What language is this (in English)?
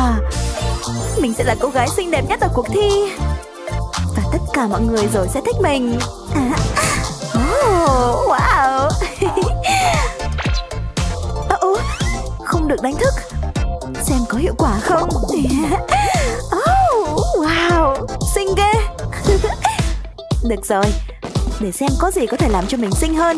Vietnamese